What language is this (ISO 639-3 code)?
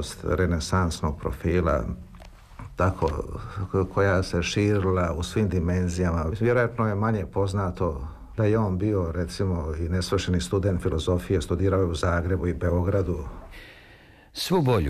srp